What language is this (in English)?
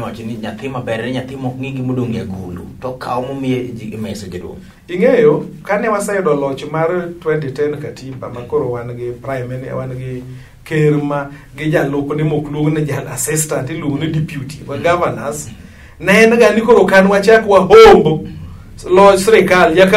Luo (Kenya and Tanzania)